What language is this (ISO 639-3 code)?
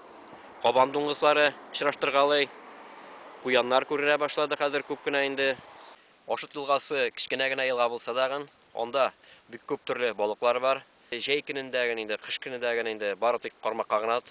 tat